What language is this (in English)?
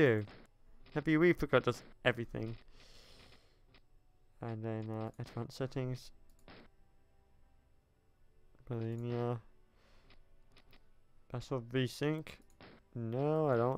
English